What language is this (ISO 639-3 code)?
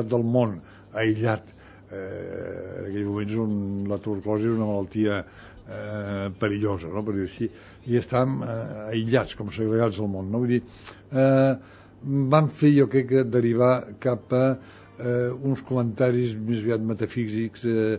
cat